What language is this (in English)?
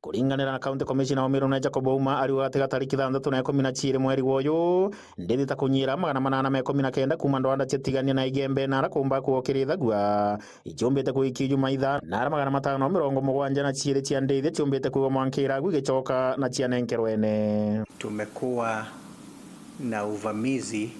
Meru